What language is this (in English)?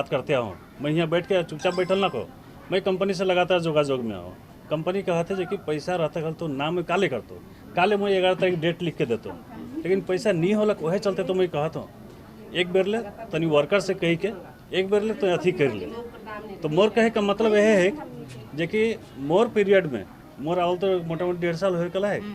Sadri